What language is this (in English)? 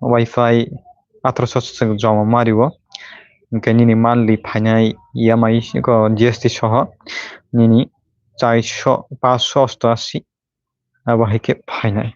Kok Borok